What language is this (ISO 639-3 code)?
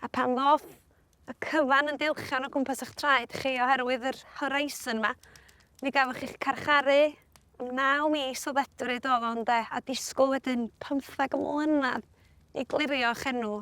cym